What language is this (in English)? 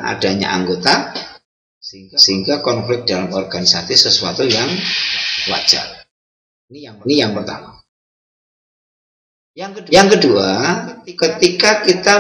Indonesian